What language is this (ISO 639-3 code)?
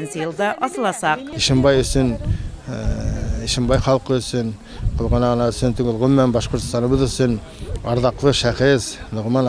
bak